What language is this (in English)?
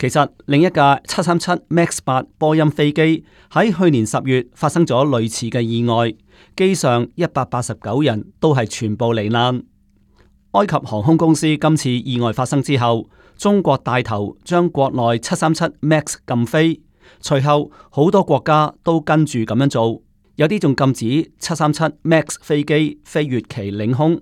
Cantonese